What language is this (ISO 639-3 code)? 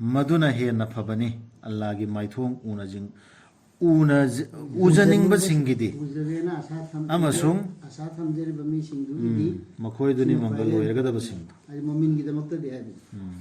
mni